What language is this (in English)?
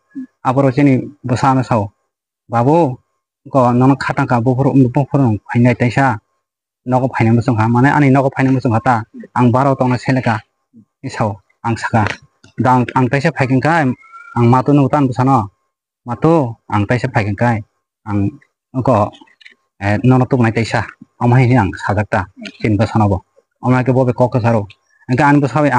Riang (India)